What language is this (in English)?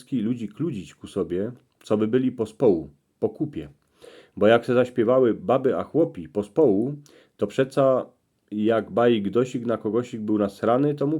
Silesian